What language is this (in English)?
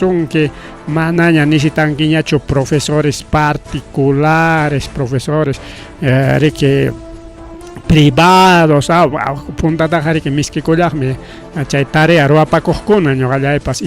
Ayacucho Quechua